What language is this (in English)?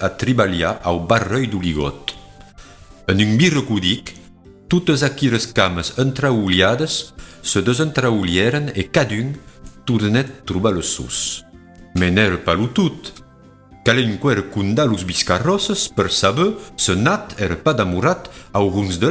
Occitan